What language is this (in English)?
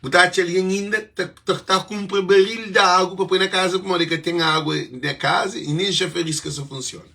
Kabuverdianu